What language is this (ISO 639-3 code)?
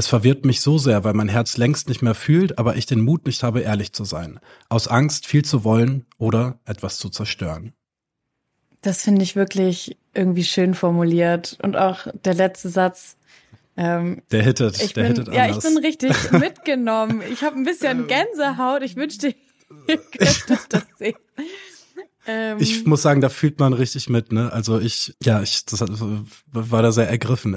deu